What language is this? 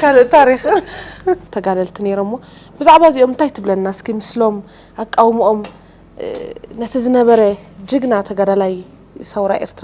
Tigrinya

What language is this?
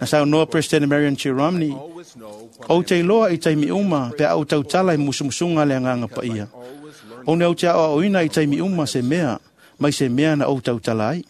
Samoan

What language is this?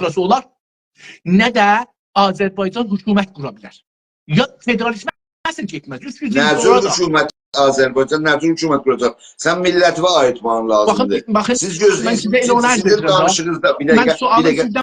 South Azerbaijani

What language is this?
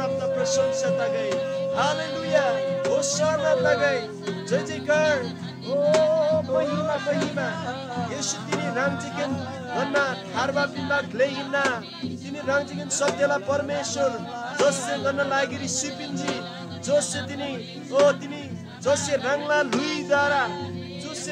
Eastern Tamang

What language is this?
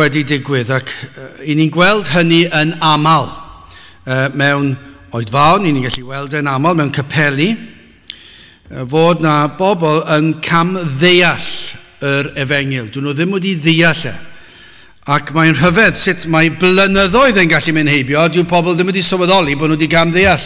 Welsh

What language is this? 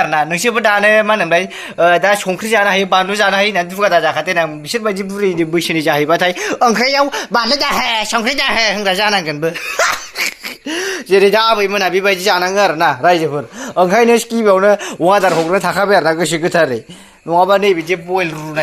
Bodo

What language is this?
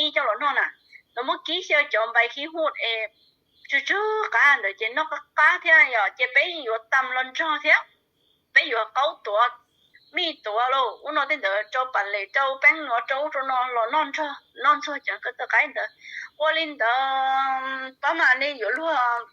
Hmong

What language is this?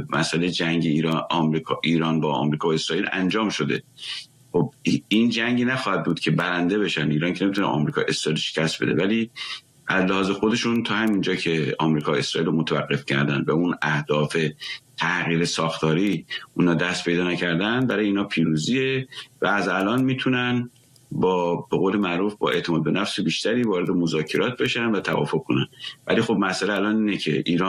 Persian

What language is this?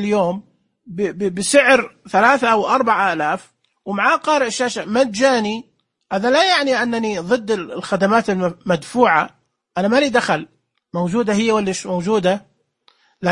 Najdi Arabic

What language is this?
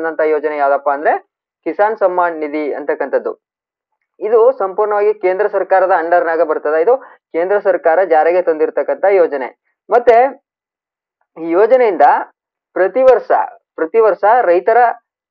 Kannada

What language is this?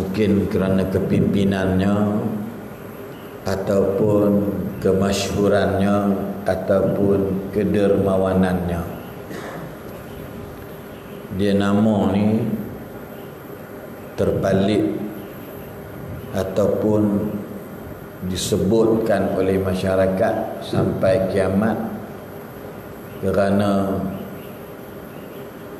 Malay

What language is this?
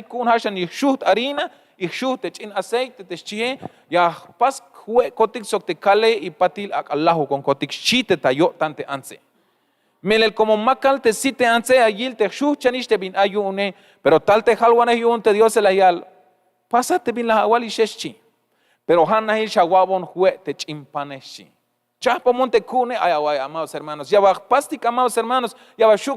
Tzeltal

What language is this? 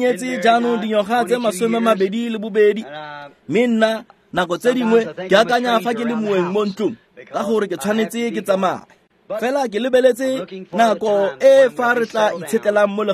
Tswana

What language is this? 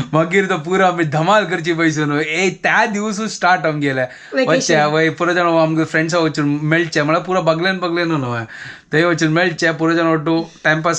Konkani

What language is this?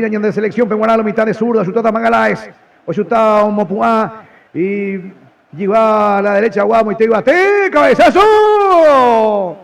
Guarani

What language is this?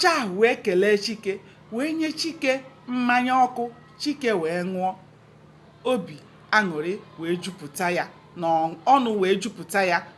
Igbo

